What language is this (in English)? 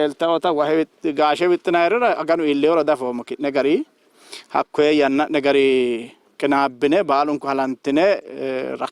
Sidamo